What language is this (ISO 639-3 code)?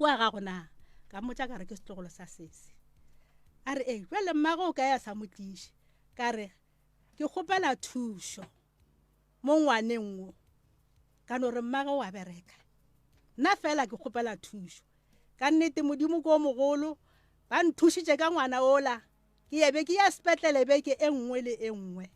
nso